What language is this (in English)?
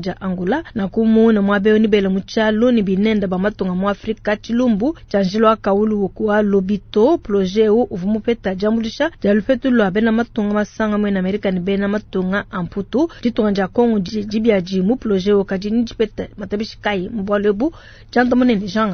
Luba-Lulua